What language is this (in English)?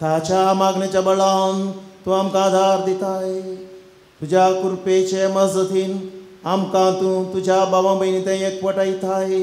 Konkani